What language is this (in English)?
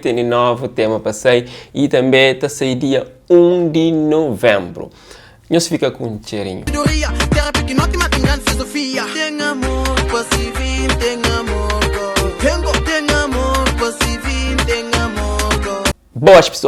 Kabuverdianu